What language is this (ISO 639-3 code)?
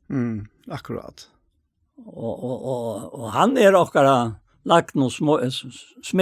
fao